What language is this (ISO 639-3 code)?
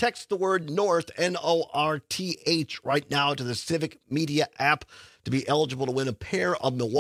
eng